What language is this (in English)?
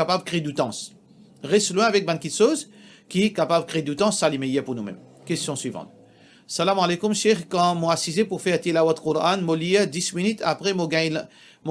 Morisyen